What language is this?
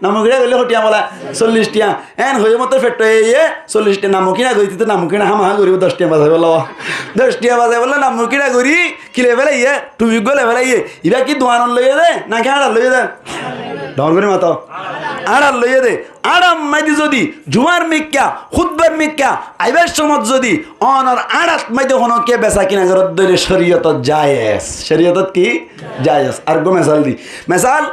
Rohingya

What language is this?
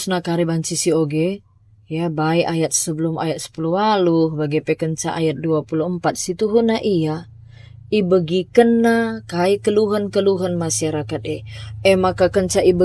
Batak Karo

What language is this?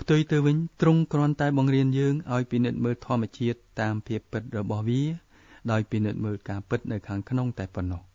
Khmer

